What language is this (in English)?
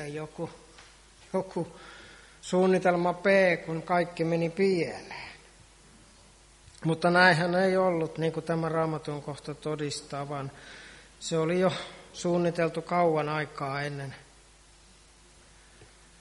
Finnish